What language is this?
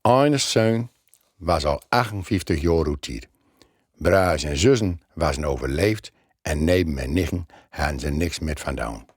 Gronings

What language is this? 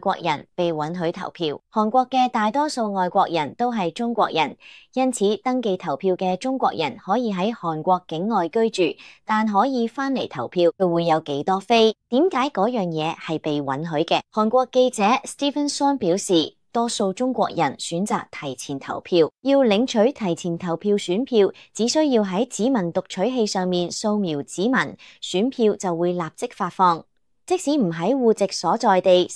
Cantonese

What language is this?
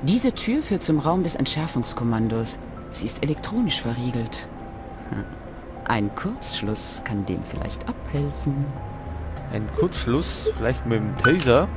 Bavarian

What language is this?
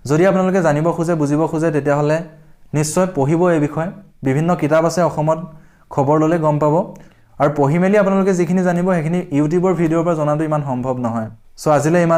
Assamese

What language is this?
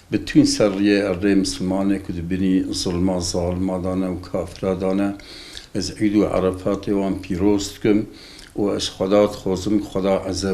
Kurdish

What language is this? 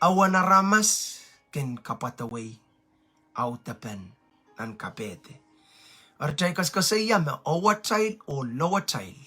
Pohnpeian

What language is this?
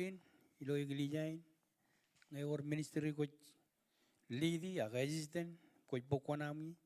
Marshallese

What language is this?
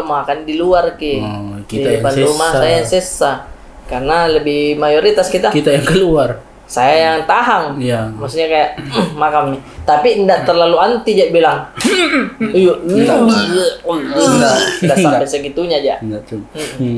Makassar Malay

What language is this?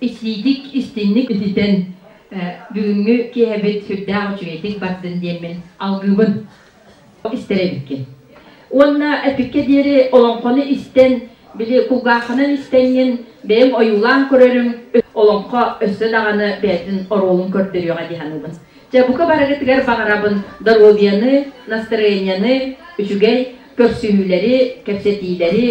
Yakut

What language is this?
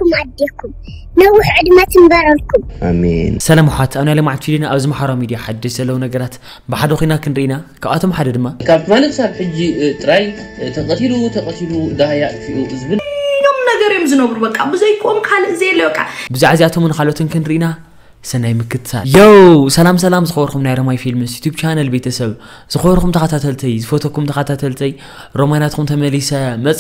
Tigrinya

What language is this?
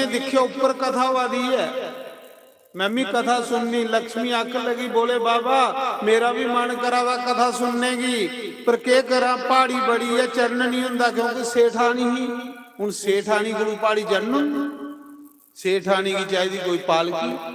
Dogri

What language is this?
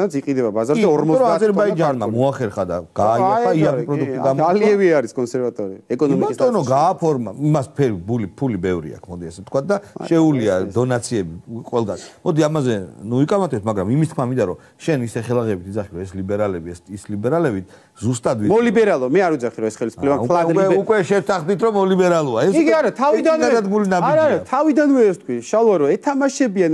Georgian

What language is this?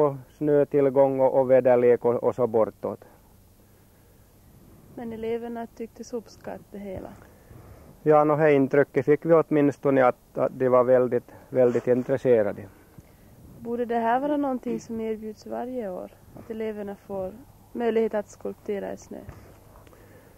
Swedish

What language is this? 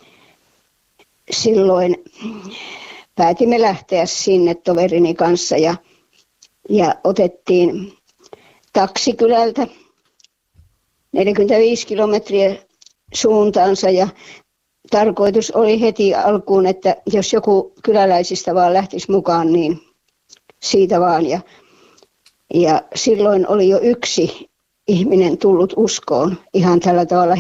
Finnish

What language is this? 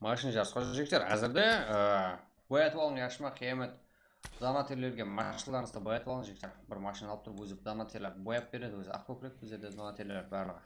Kara-Kalpak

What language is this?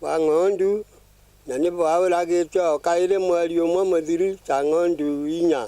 Meru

